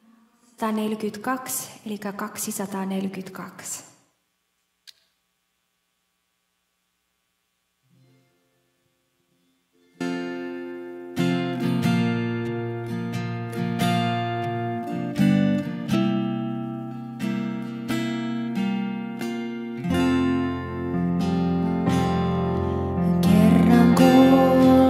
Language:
Finnish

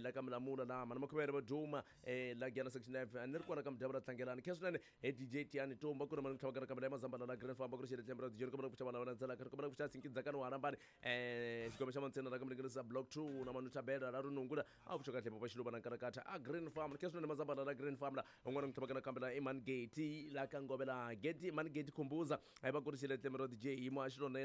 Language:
Tsonga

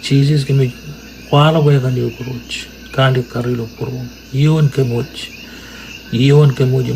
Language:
Marshallese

